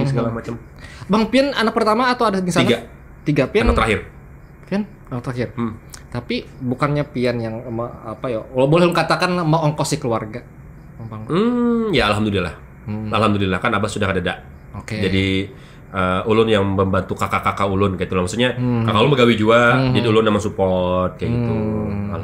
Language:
Banjar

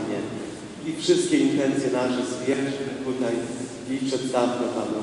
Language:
Polish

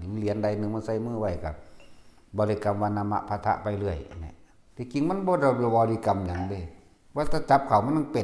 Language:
Northeastern Thai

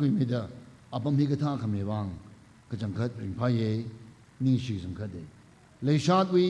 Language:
Tangkhul Naga (India)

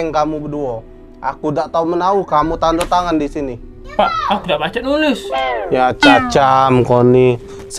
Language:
Musi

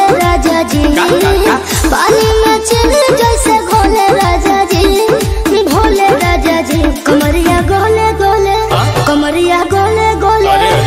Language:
Bhojpuri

